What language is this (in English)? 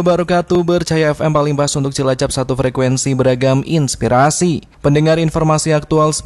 Indonesian